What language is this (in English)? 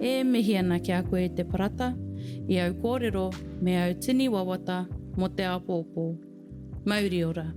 Māori